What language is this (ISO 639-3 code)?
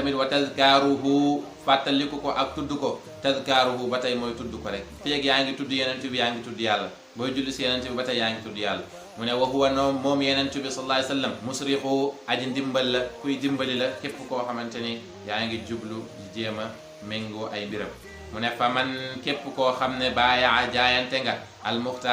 wol